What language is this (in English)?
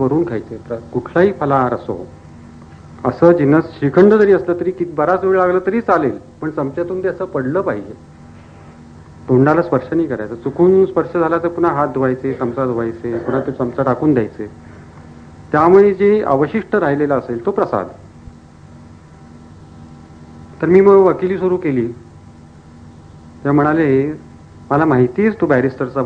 Marathi